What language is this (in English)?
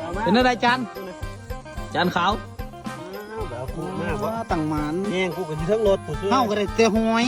Northeastern Thai